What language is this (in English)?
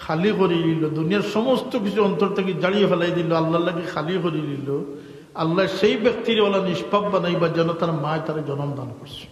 Sylheti